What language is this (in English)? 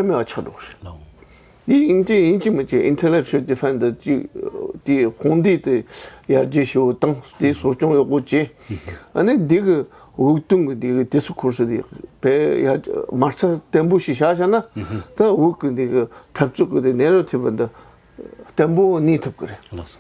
Tibetan